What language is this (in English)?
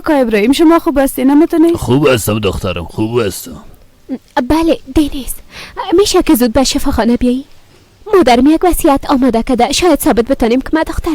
Persian